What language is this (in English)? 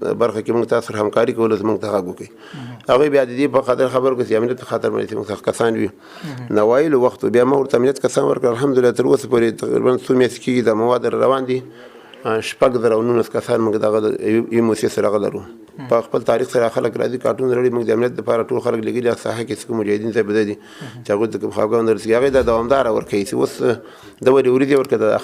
Pashto